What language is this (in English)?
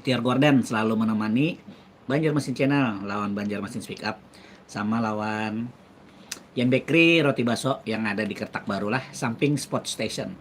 Banjar